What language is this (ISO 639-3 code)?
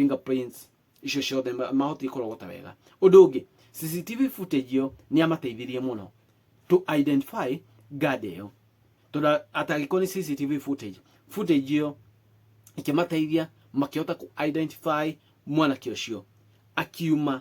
kik